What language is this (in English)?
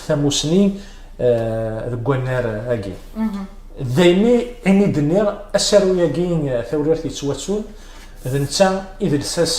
Kabyle